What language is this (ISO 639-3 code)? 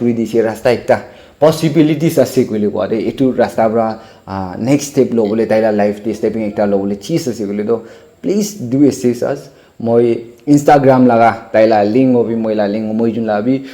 nag